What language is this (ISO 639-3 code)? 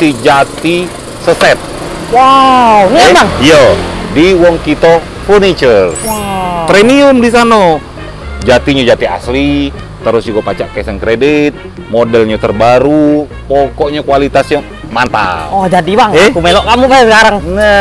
mui